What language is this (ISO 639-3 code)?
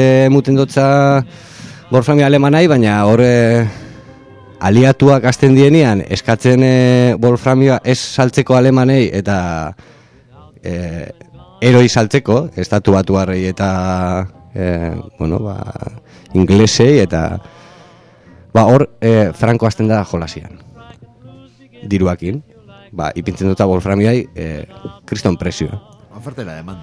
eus